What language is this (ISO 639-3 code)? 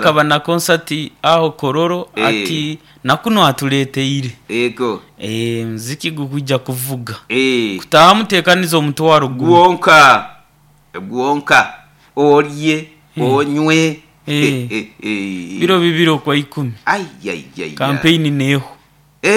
nyo